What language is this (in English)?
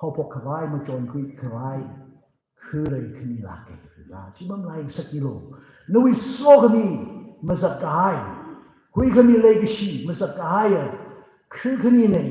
Tangkhul Naga (India)